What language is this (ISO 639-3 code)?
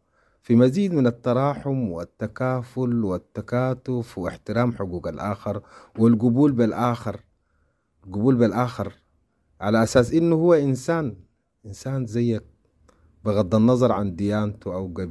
apd